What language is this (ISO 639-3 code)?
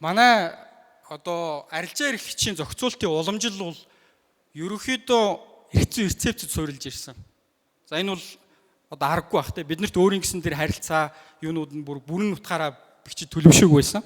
mon